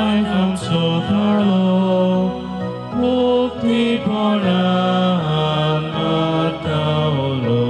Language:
Konkani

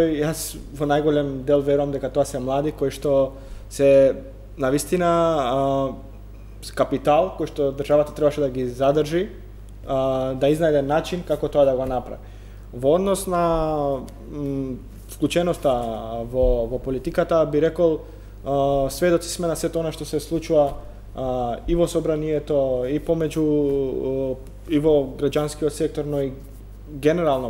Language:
Macedonian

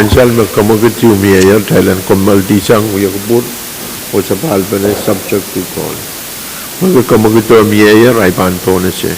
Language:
Pohnpeian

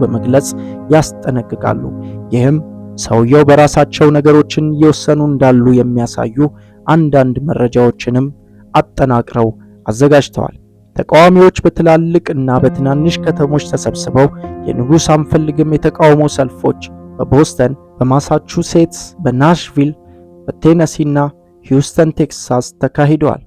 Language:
Amharic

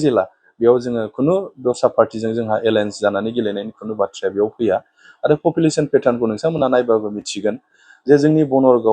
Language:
Bodo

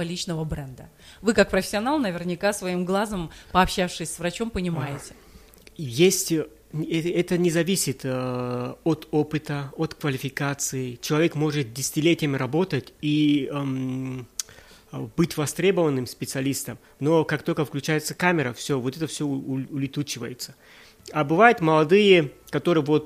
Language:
Russian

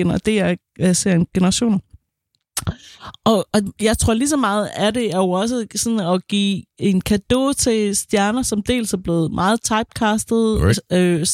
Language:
Danish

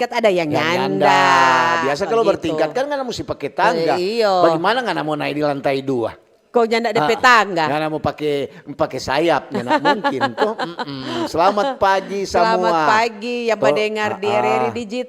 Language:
Manado Malay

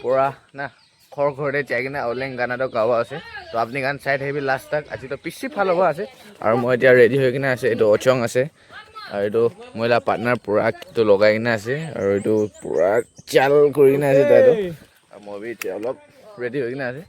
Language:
Naga Pidgin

